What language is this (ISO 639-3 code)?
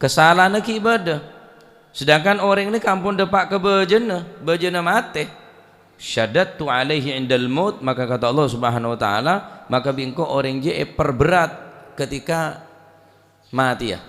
mad